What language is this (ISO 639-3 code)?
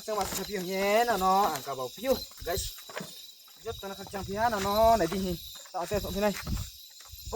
ria